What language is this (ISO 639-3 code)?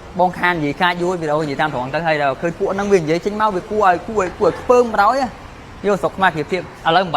khm